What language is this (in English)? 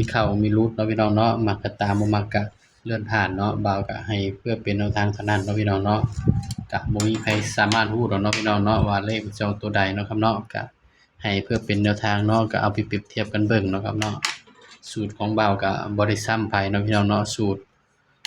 Northeastern Thai